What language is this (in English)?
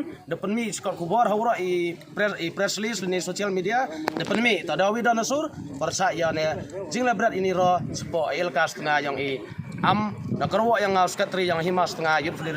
Khasi